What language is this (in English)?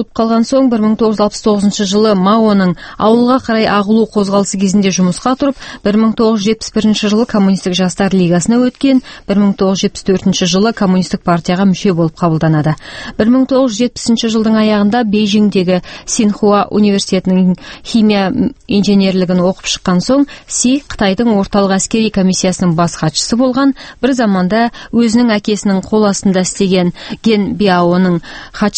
Kazakh